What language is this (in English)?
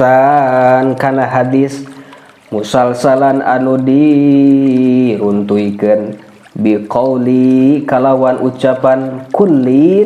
Sundanese